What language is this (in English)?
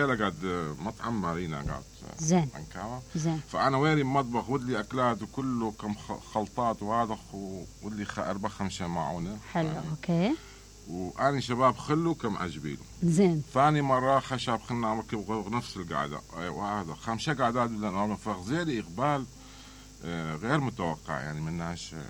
Mesopotamian Arabic